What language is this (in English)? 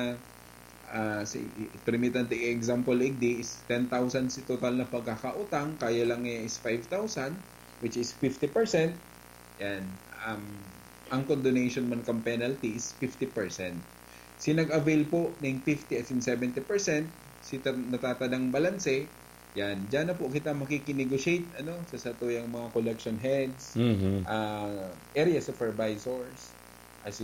Bikol